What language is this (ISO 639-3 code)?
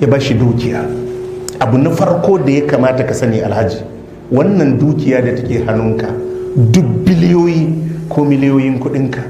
hau